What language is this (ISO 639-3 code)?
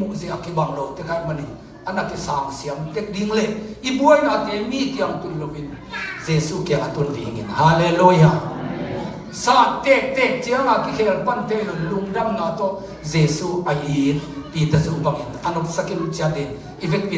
ctd